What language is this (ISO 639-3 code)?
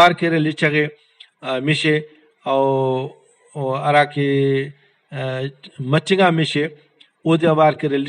brh